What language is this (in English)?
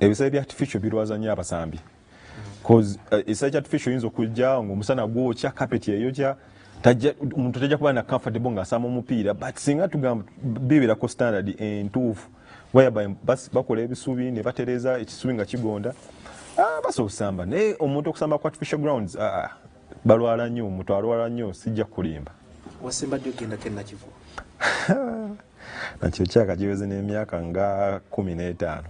Ganda